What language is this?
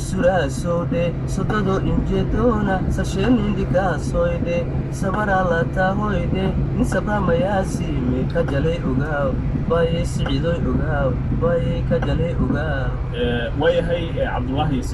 Somali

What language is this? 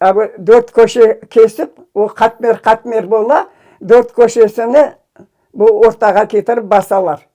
Crimean Tatar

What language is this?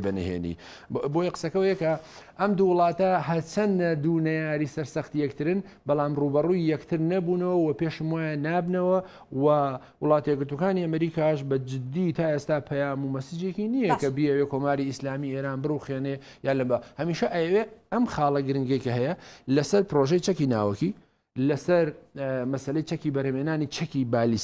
Central Kurdish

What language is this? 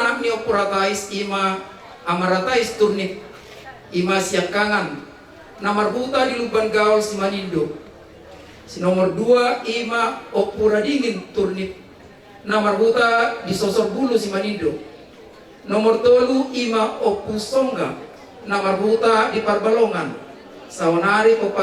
Batak Toba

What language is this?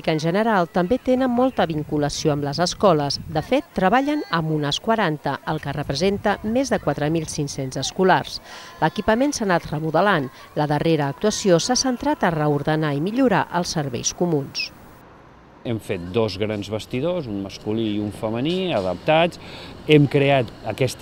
Catalan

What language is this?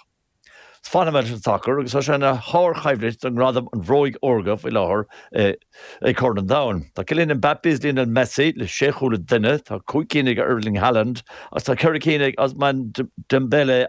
Irish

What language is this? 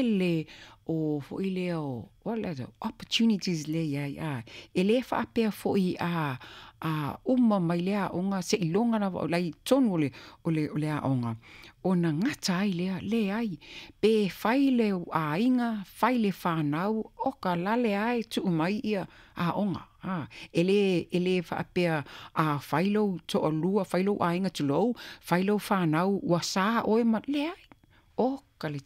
Samoan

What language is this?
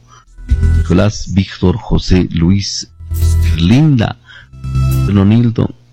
Quechua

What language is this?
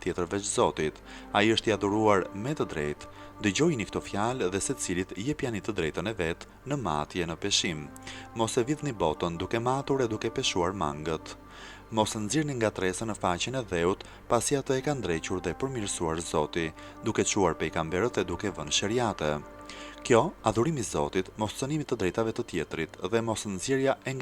Albanian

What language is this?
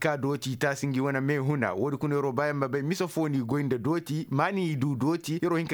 Koyraboro Senni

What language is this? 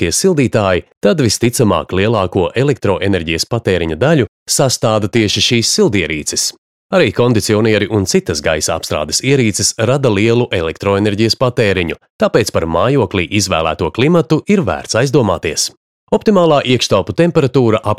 Latvian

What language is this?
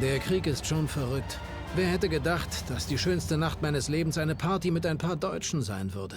Bavarian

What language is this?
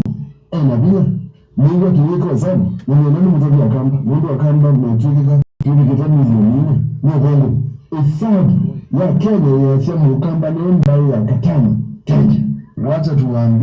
Kamba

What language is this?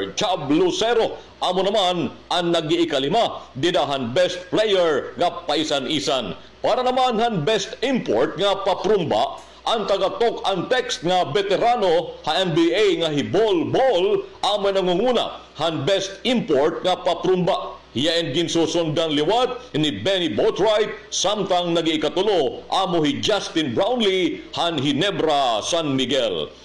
Waray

